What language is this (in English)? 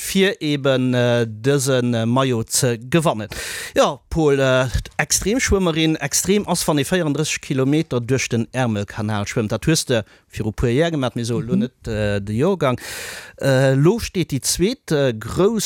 Luxembourgish